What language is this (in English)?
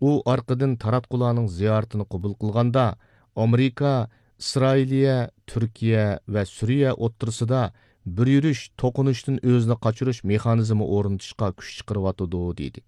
Uyghur